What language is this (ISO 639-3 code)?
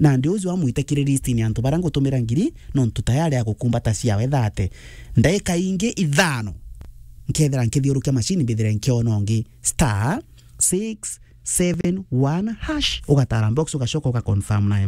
mer